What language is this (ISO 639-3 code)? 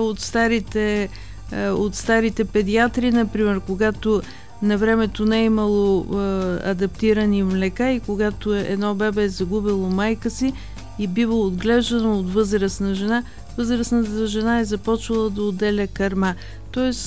bul